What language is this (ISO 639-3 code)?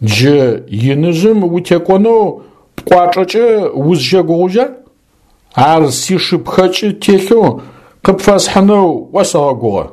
ady